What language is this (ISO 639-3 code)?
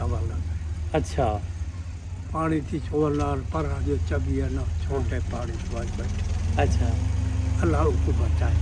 skr